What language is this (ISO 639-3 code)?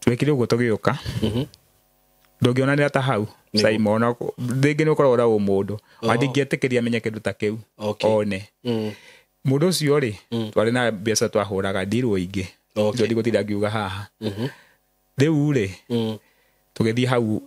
kik